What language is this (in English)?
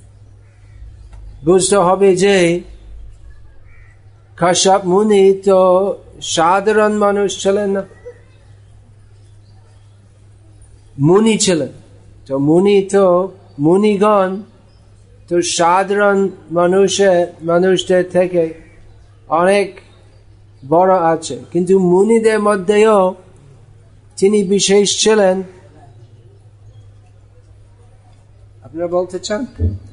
Bangla